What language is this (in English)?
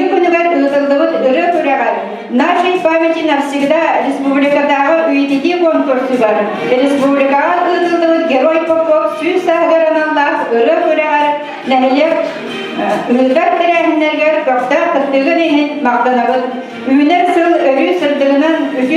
Yakut